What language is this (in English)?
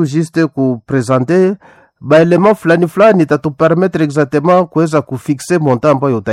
Swahili